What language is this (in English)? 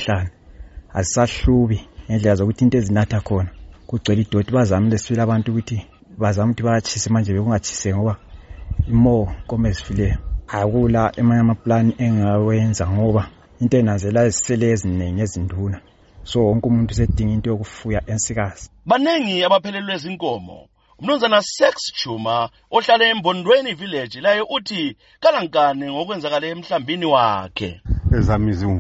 North Ndebele